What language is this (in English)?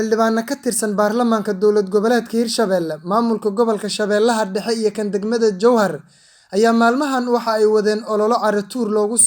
Somali